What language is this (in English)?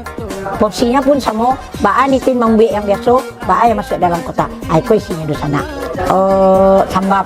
Minangkabau